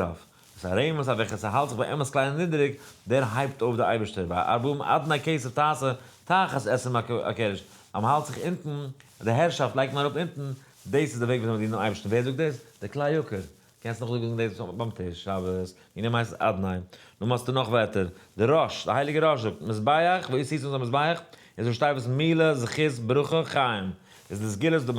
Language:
Yiddish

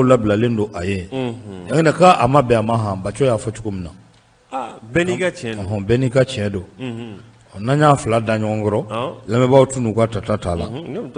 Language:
Bambara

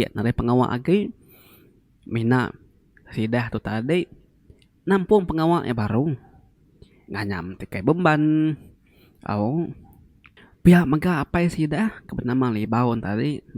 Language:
Iban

